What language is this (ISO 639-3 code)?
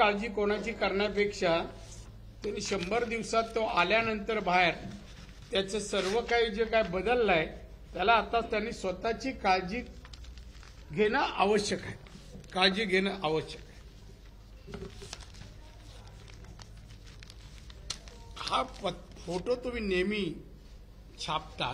mar